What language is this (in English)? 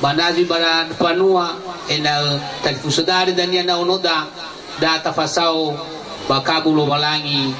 Nias